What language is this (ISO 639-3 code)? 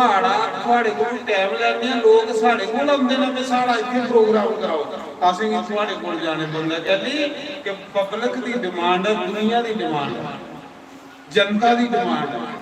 doi